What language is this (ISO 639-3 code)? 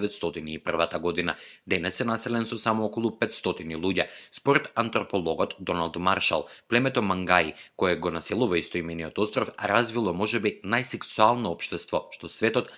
mkd